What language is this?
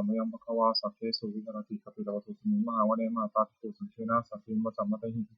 Pali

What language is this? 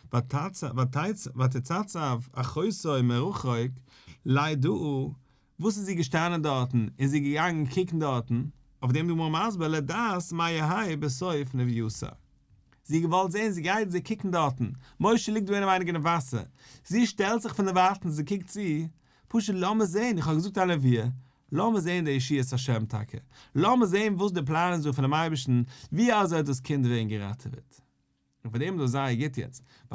Yiddish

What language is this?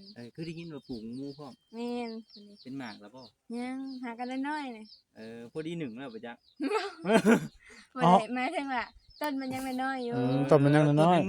Northeastern Thai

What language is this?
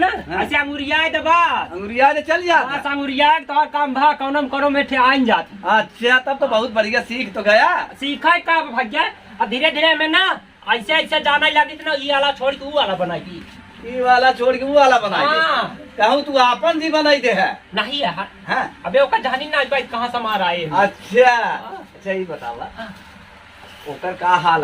Awadhi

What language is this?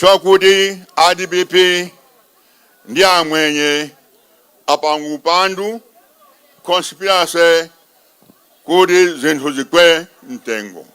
Nyanja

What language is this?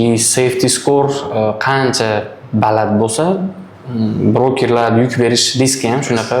Uzbek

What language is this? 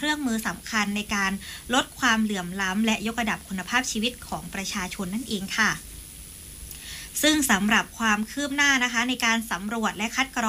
Thai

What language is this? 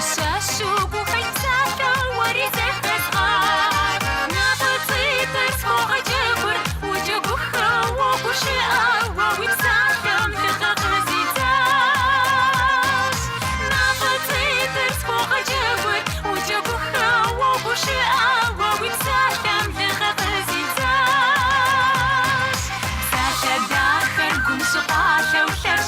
Kabardian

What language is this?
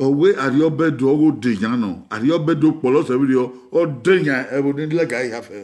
Bini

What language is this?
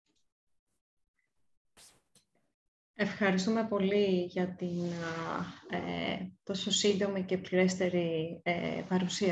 Greek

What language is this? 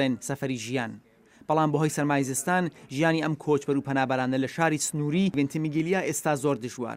Central Kurdish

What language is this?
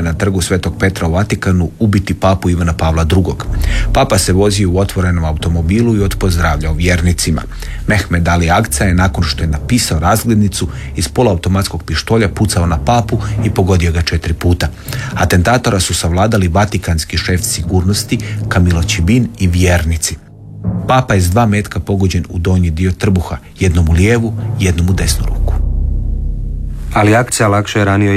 Croatian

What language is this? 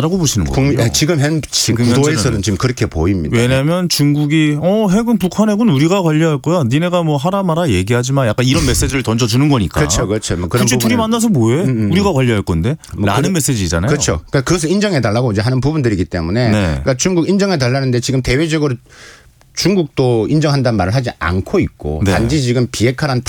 Korean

